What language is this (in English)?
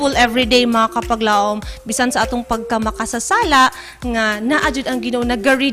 Cebuano